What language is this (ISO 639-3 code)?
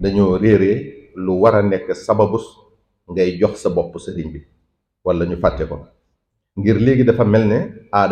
wol